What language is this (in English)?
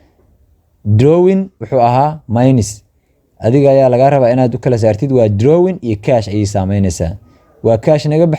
Somali